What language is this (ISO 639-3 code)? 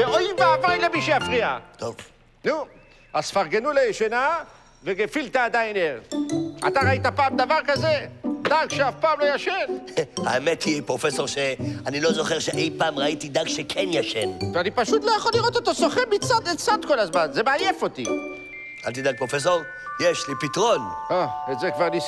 heb